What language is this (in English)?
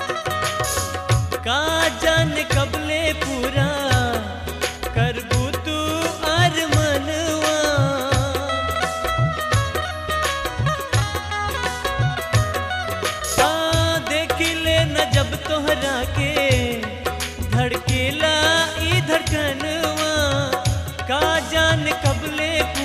Bhojpuri